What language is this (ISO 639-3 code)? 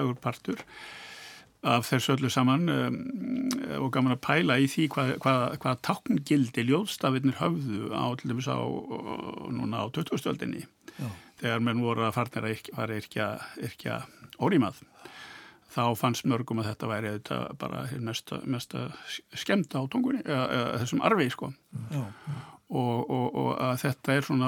isl